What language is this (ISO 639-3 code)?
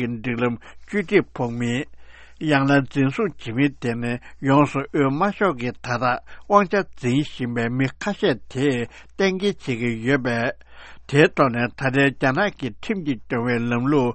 bod